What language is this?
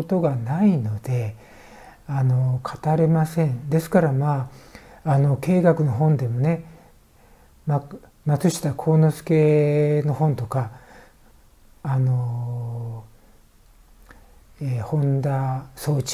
Japanese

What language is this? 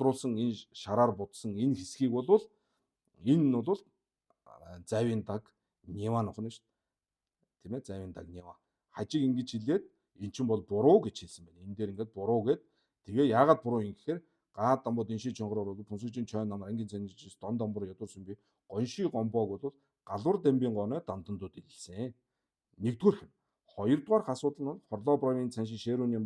Mongolian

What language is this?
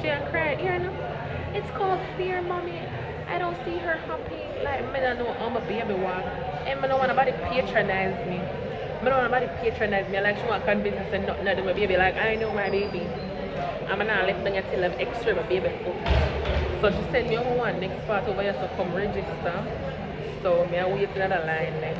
Jamaican Creole English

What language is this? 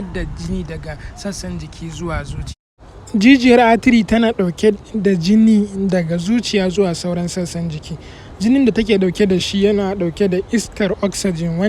Hausa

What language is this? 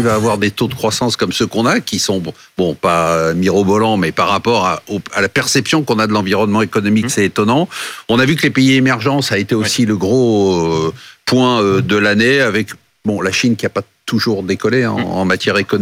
French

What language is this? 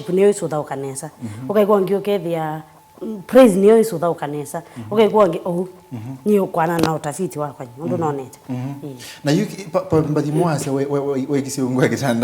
Kamba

